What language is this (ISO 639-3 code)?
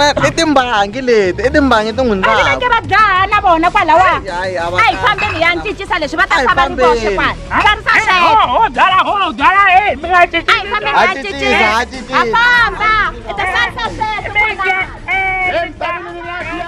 tso